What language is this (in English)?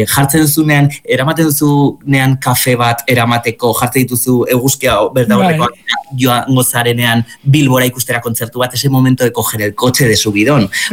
Basque